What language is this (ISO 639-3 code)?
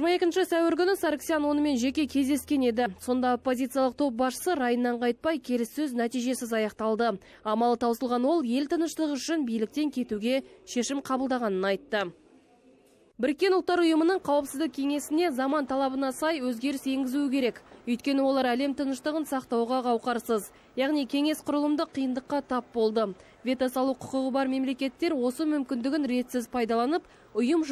kaz